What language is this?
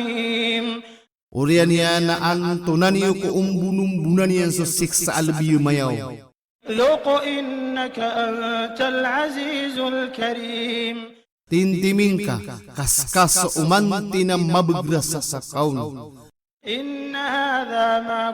Maranao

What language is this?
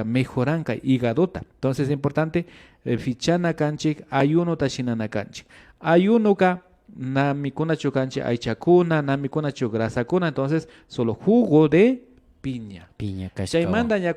Imbabura Highland Quichua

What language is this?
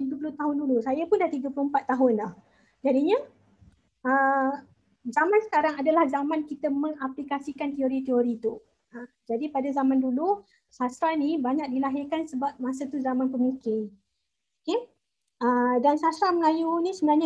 Malay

